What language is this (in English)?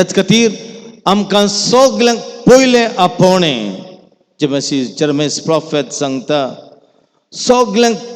Konkani